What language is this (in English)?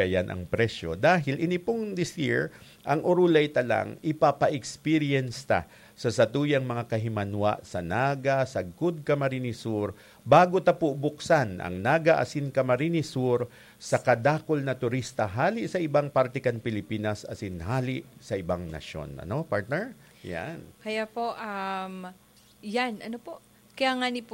Bikol